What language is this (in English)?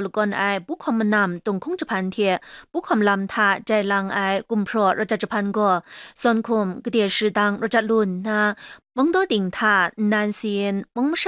Kachin